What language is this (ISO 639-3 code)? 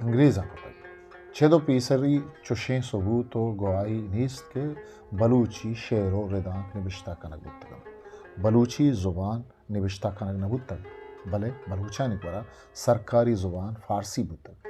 bgp